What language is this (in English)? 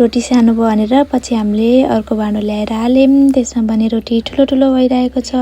Nepali